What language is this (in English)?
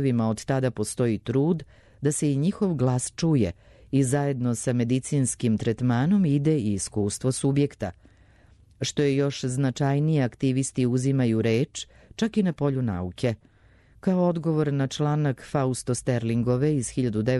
Serbian